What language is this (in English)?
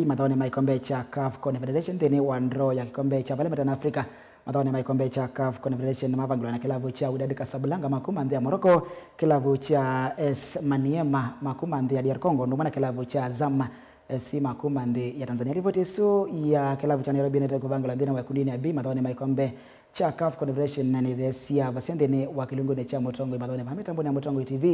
Kamba